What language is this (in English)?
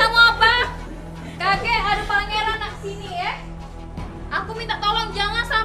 Musi